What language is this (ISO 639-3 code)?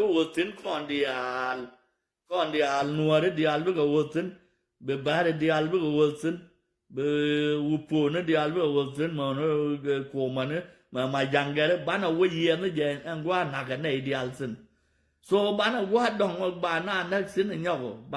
nus